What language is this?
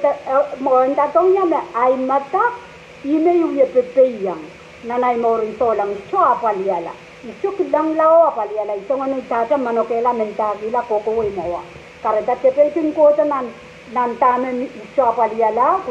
Pohnpeian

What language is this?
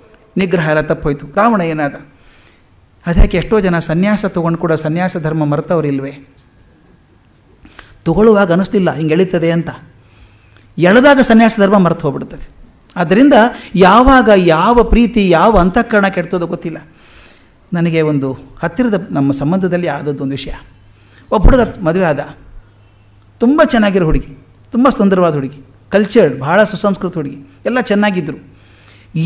Kannada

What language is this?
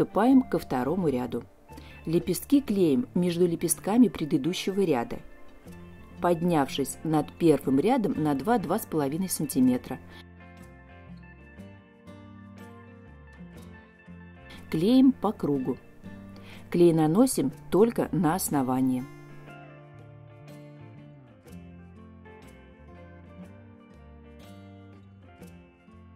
Russian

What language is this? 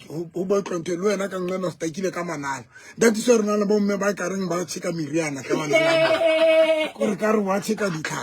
Southern Sotho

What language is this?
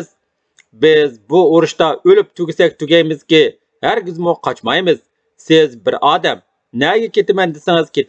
Uyghur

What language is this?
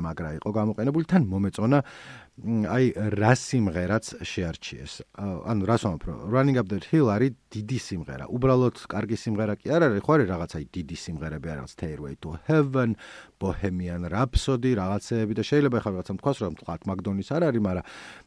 Georgian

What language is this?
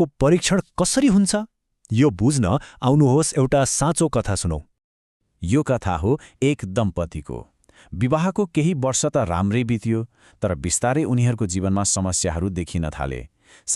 Nepali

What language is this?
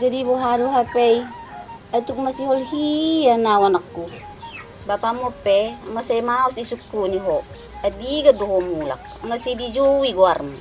Batak Toba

